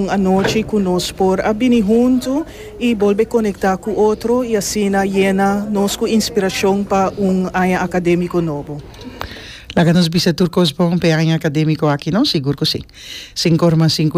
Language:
Papiamento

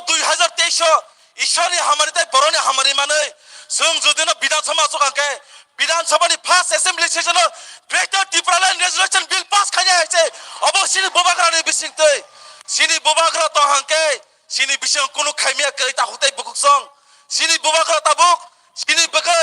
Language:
Kok Borok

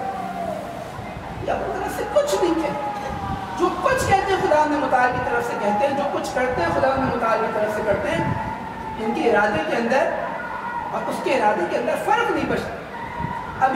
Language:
Urdu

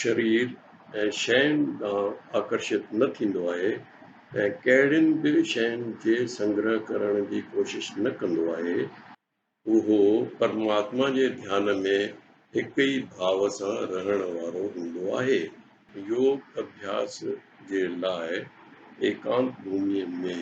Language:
Sindhi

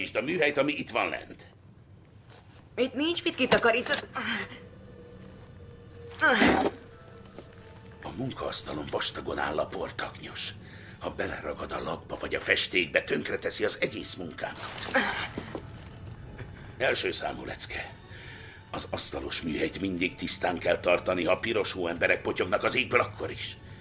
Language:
Hungarian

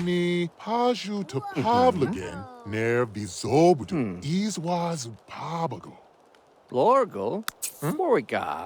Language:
Bavarian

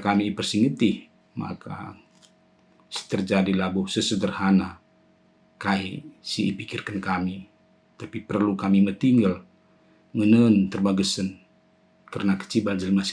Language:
Batak Karo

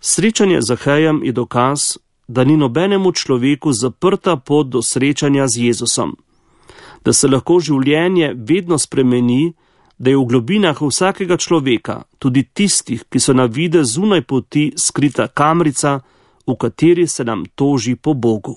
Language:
Slovenian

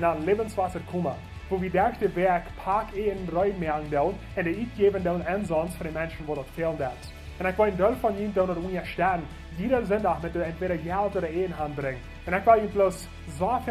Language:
Plautdietsch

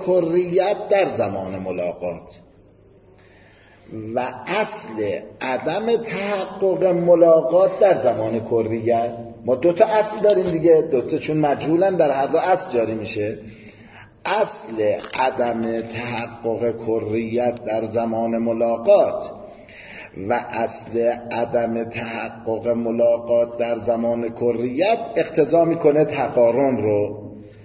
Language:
Persian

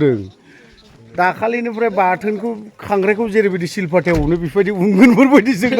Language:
Bodo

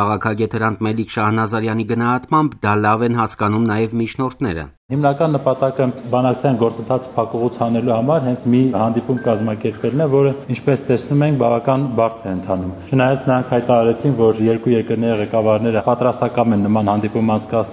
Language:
Armenian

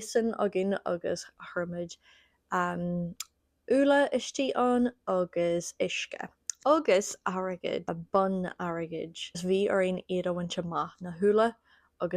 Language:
Irish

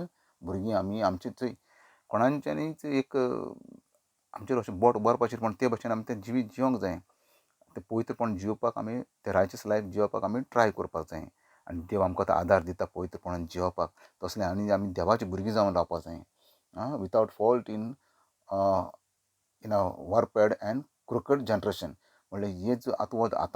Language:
Konkani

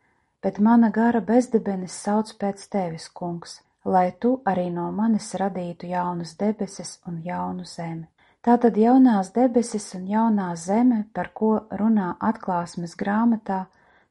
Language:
Latvian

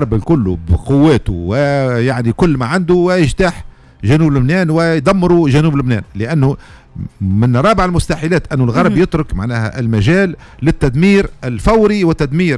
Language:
Tunisian Arabic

